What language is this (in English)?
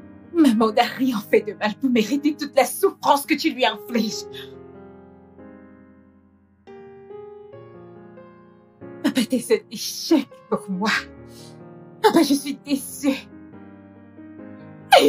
French